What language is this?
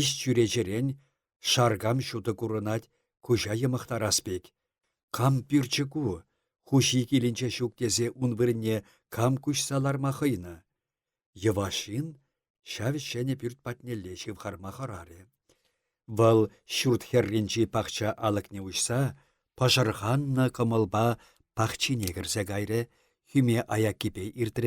Chuvash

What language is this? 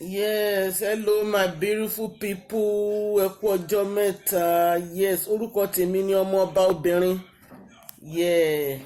Yoruba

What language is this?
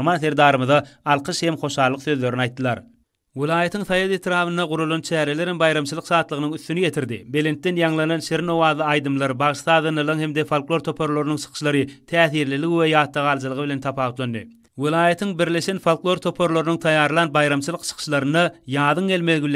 Turkmen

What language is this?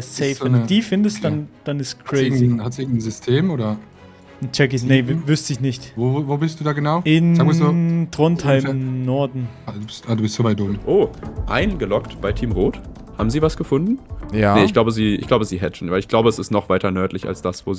Swiss German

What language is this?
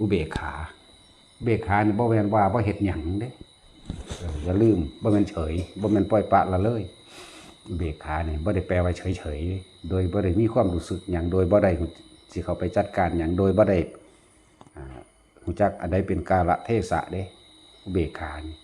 Lao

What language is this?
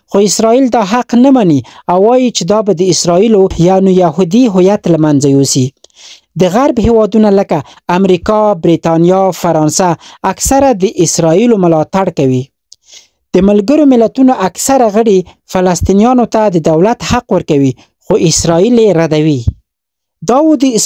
Pashto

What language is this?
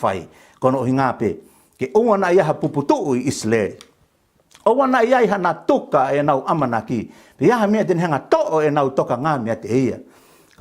Tongan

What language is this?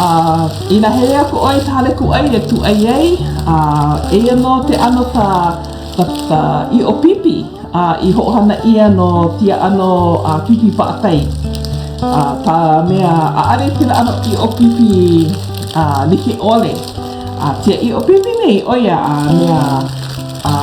Hawaiian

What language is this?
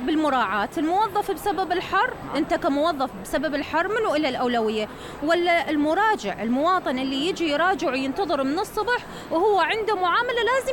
Mesopotamian Arabic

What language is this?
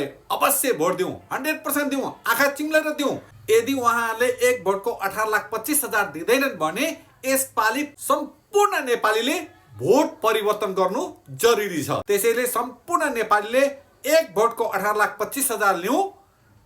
Nepali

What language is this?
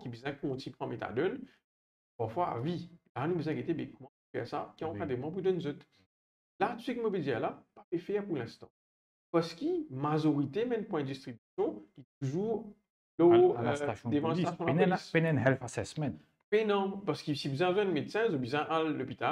Morisyen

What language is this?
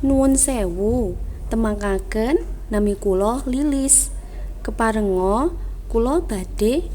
Javanese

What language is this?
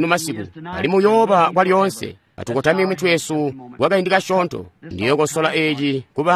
Tonga (Zambia)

